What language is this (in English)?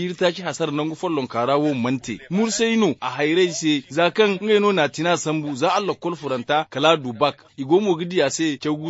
Zarma